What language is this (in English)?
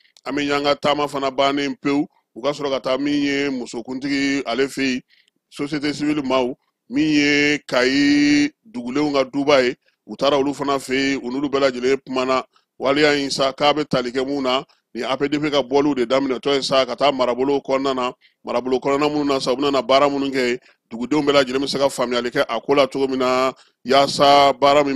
Bambara